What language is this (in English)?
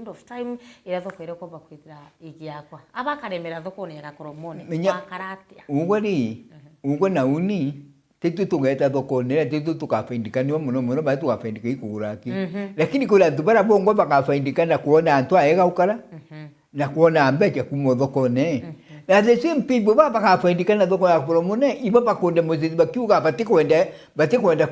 Meru